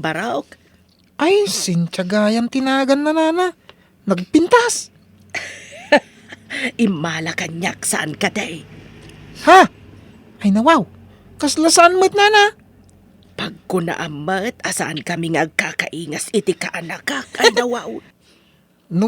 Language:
Iloko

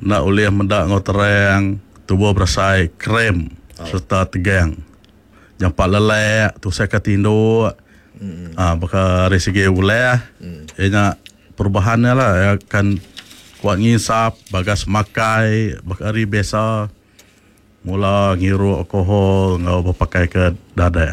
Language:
Iban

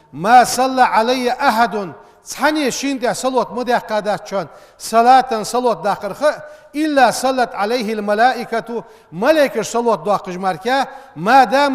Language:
Ingush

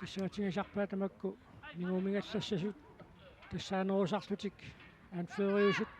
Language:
Kalaallisut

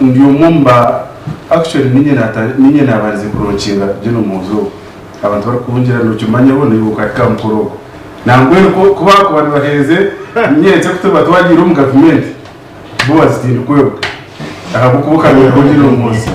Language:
Nyankole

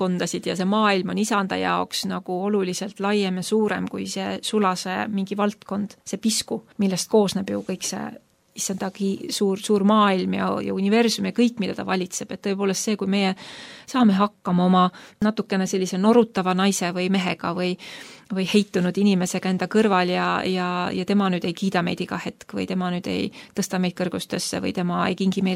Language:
Estonian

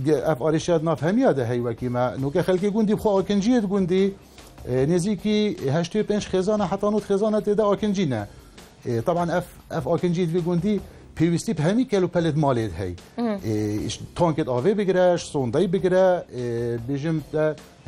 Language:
Kurdish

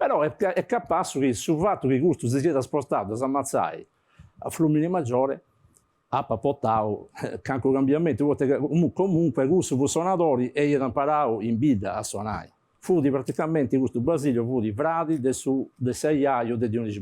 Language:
Sardinian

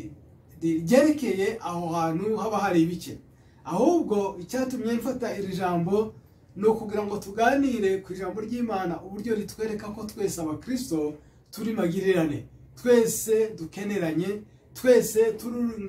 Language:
Kinyarwanda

